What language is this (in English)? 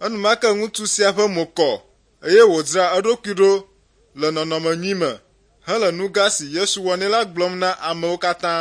Ewe